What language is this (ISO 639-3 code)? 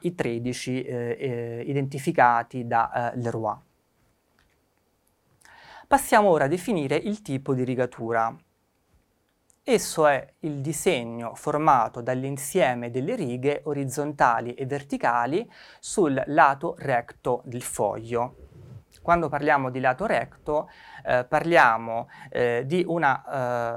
ita